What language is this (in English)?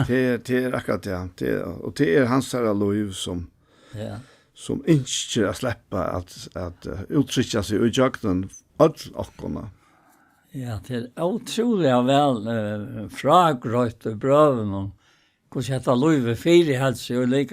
Faroese